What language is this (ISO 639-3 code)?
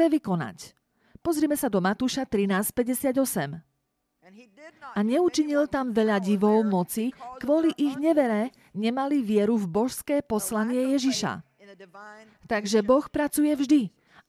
slk